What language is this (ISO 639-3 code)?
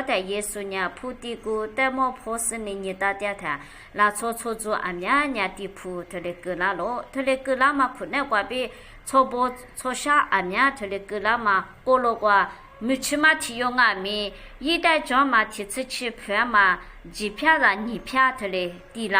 lis